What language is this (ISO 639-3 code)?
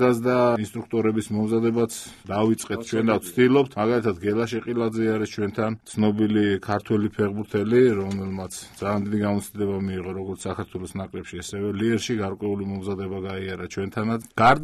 kat